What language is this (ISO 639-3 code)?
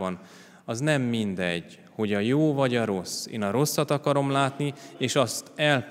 hun